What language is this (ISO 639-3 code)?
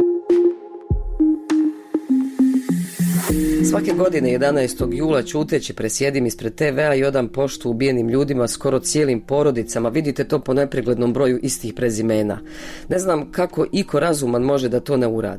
bos